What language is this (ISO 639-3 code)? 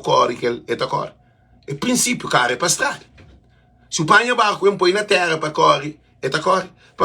kea